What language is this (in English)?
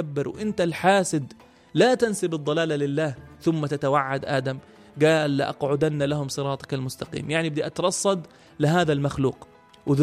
North Levantine Arabic